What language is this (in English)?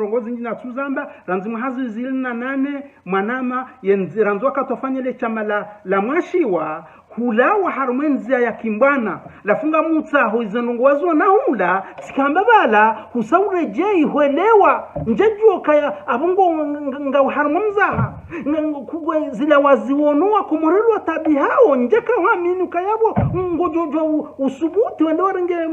Ngazidja Comorian